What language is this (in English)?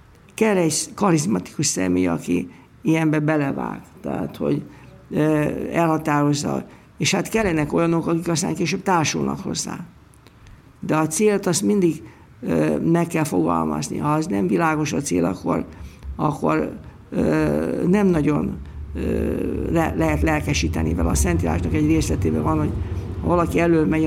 Hungarian